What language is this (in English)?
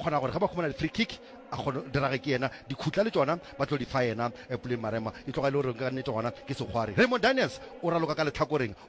Northern Sotho